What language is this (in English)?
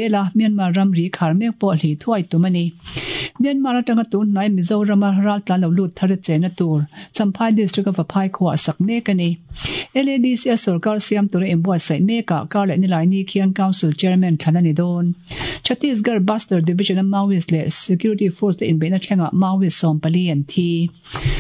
Mizo